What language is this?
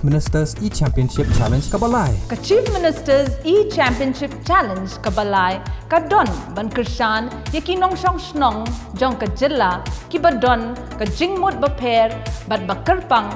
Khasi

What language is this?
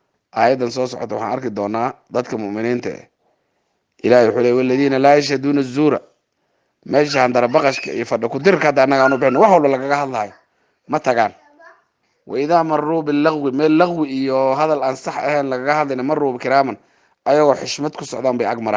Somali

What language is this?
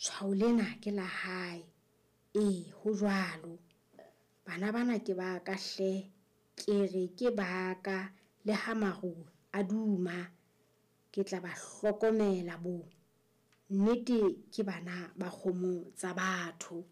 Southern Sotho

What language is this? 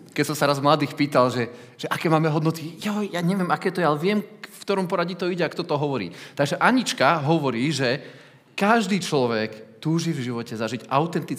Slovak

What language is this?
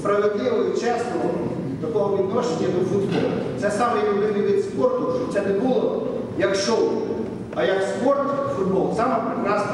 Ukrainian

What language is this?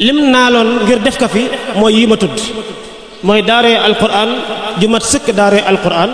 Wolof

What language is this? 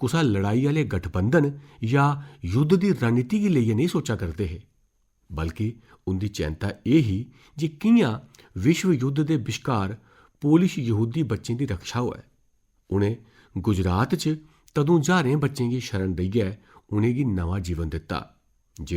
Dogri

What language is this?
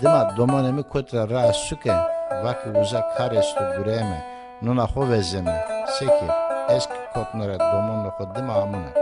Zaza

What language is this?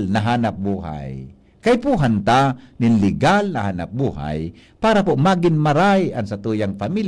Bikol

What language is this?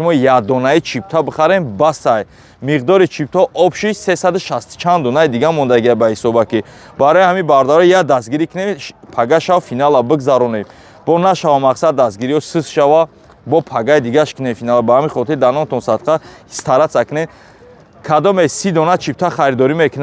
Tajik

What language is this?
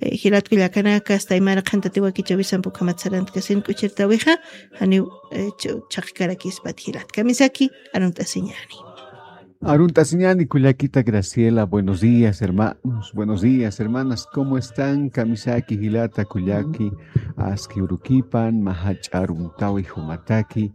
Aymara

